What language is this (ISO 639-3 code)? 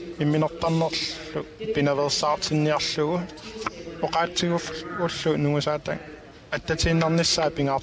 kal